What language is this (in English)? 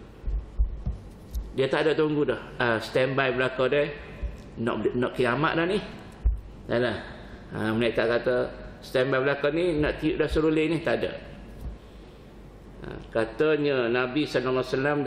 Malay